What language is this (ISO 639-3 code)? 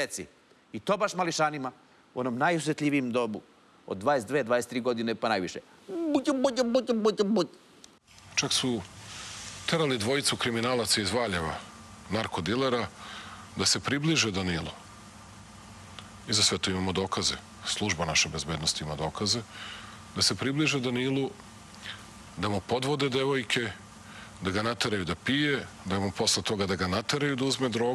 srp